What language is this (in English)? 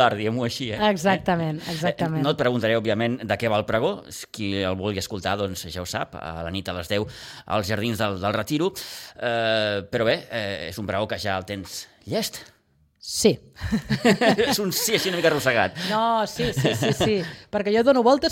Catalan